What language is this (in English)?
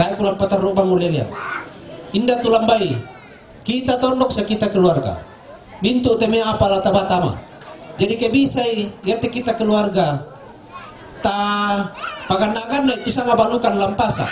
Toraja-Sa'dan